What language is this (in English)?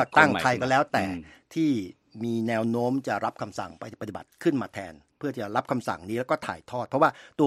Thai